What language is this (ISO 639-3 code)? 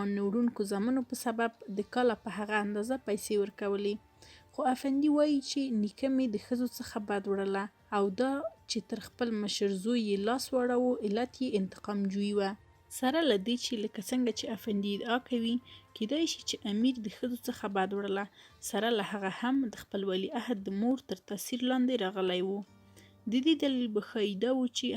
pus